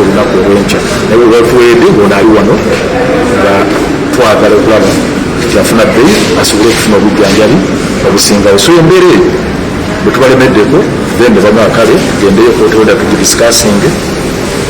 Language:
Ganda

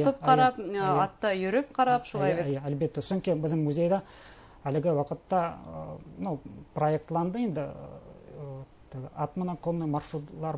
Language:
Bashkir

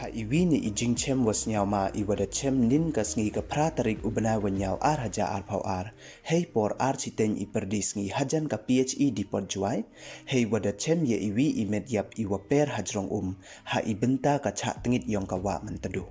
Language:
Pnar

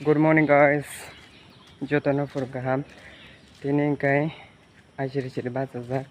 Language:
Kok Borok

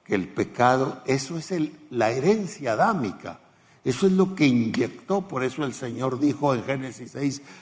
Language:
Spanish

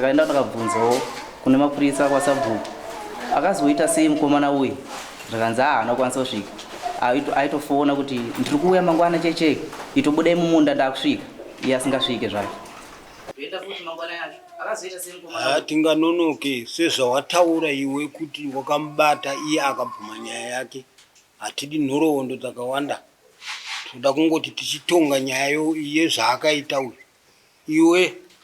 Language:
Shona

